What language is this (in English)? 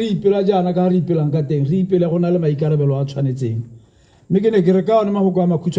Tswana